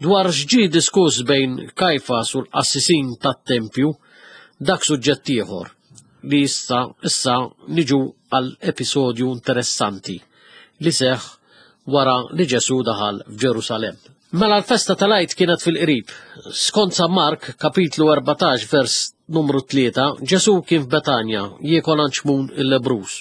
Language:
Maltese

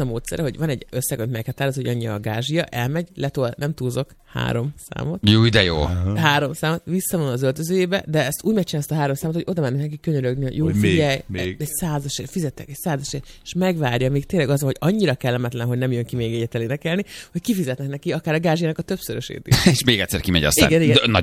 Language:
Hungarian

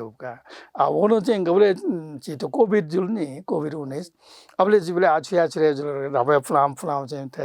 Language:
Newari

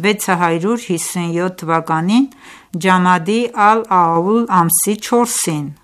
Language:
Armenian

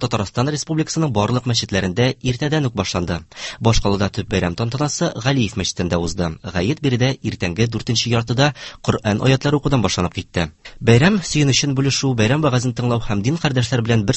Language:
Tatar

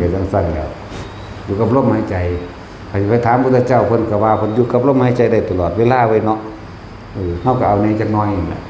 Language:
Northeastern Thai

